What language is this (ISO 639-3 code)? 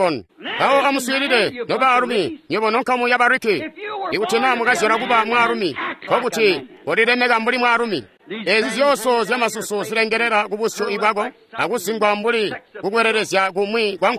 toi